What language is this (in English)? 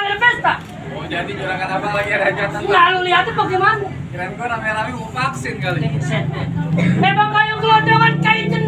Betawi